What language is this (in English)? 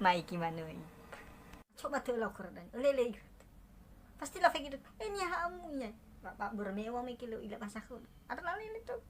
Nias